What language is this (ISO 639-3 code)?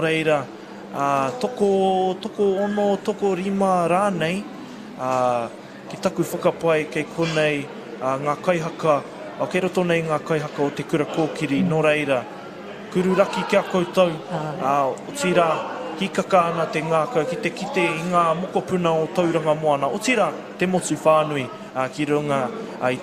mri